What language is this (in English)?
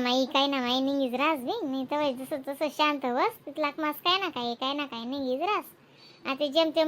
Khandesi